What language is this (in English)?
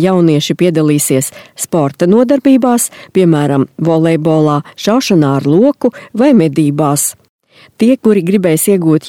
Latvian